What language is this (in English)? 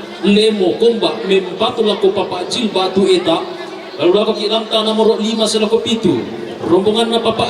Toraja-Sa'dan